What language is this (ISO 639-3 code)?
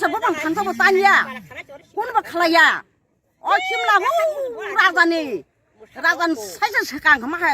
trp